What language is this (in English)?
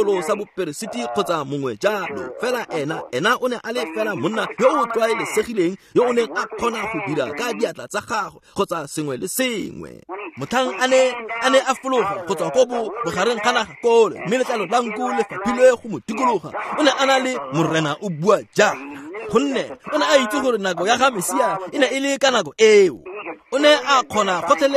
Tswana